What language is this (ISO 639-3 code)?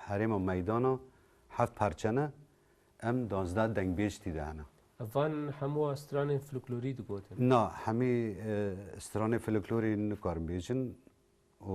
kur